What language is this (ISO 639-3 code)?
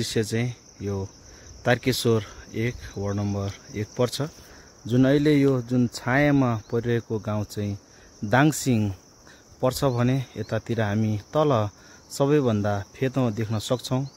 nep